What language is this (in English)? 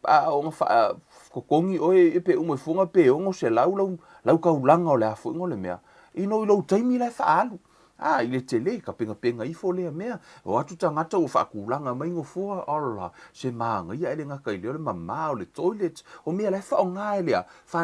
Samoan